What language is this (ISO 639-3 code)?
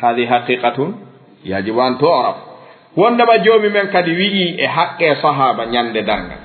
ful